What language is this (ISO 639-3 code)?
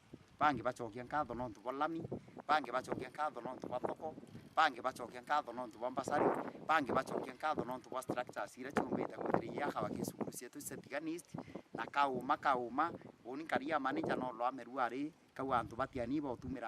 mer